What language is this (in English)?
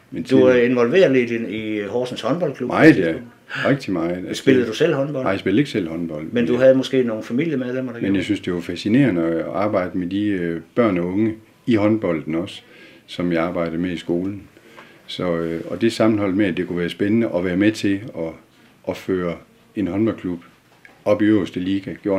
Danish